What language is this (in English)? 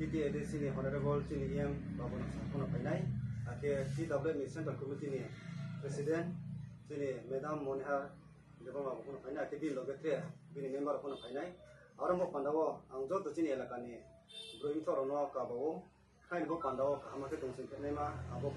Riang (India)